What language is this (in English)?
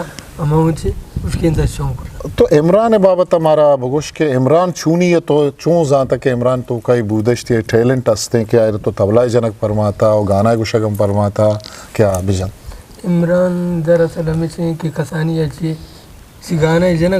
Eastern Balochi